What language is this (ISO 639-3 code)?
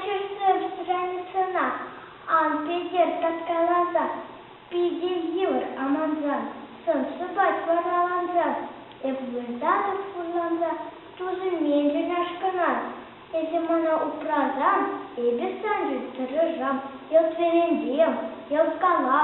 chv